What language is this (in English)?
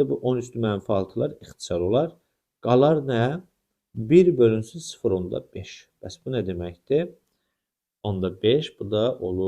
Azerbaijani